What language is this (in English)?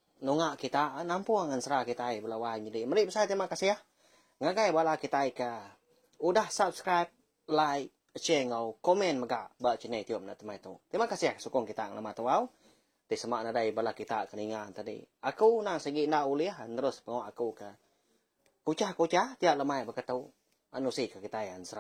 Iban